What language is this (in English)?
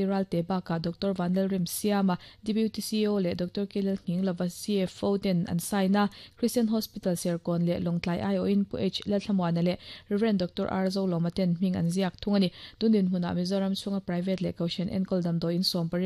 Mizo